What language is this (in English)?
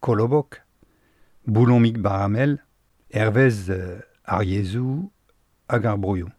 Breton